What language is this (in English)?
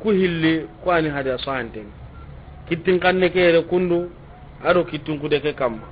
Soninke